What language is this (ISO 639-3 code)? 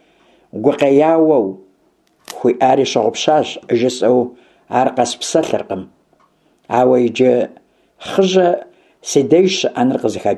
kbd